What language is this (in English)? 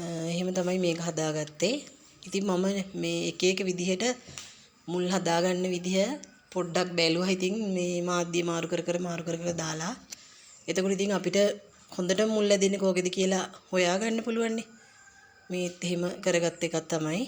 Sinhala